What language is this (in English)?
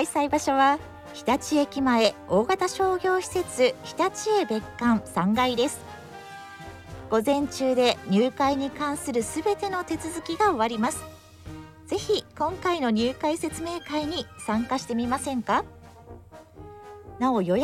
Japanese